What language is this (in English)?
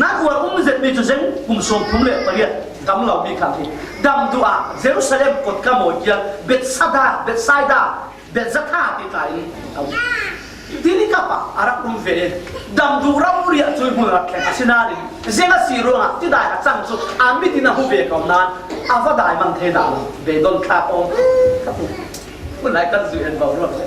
Falam Chin